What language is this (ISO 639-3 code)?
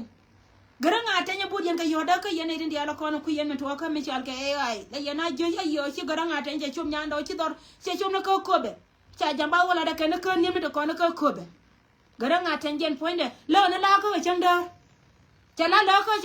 nus